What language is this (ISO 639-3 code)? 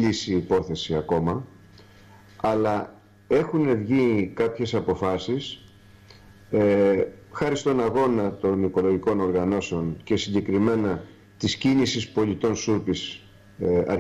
ell